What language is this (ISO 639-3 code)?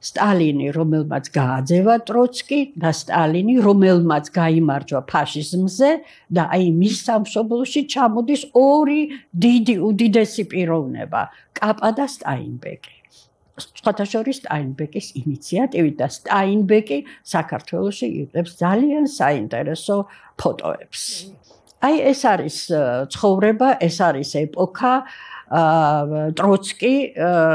kat